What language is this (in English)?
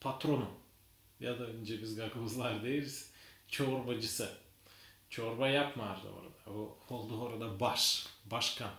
Gagauz